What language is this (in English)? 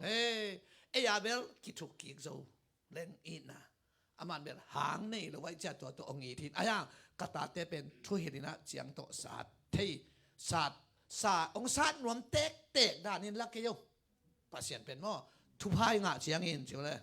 Tedim Chin